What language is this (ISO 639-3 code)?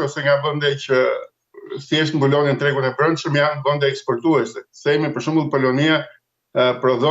sqi